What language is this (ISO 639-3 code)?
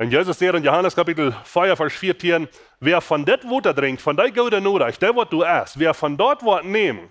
pdt